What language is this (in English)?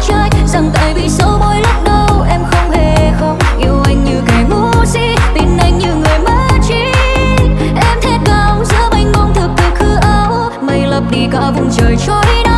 Vietnamese